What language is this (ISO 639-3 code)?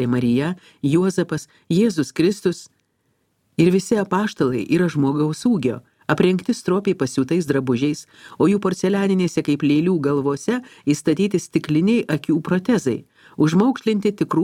lit